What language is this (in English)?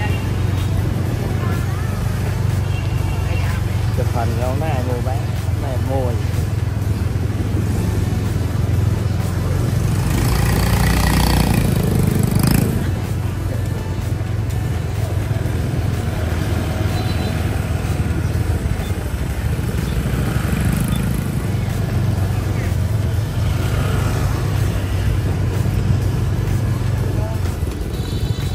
Vietnamese